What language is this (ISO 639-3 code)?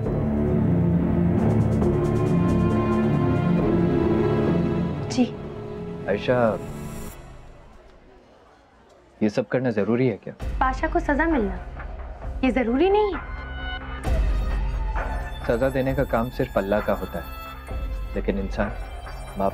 hin